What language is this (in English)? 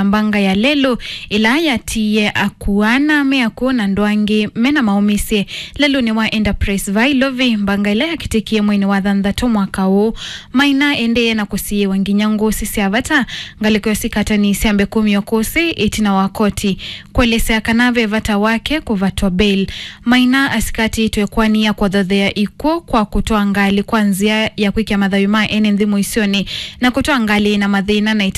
Kamba